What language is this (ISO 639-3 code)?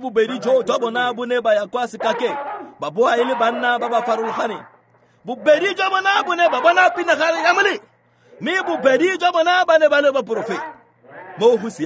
tsn